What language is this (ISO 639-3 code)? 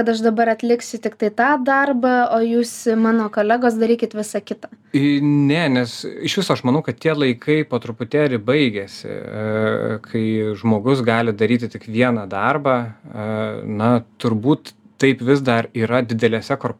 lit